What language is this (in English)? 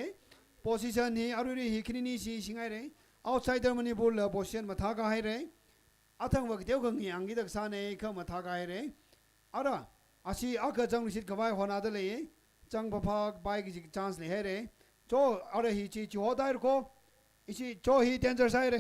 Tangkhul Naga (India)